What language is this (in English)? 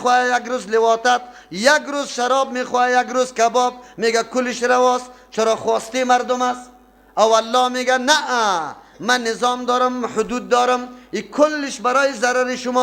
Persian